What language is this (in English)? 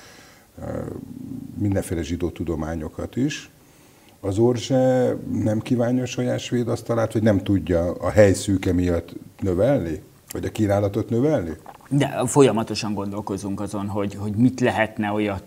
Hungarian